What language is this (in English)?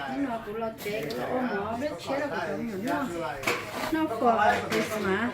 Hmong